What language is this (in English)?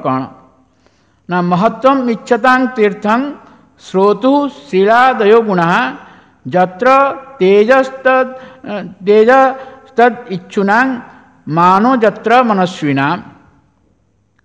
Odia